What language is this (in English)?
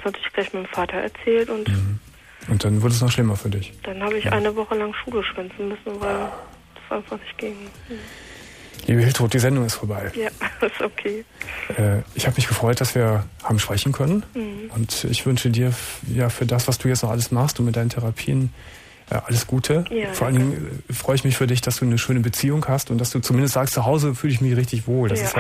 German